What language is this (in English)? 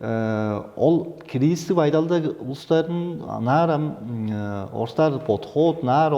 Tuvinian